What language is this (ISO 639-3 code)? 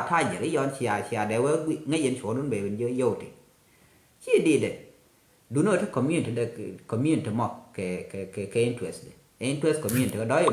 nus